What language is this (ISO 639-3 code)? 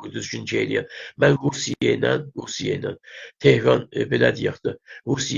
azb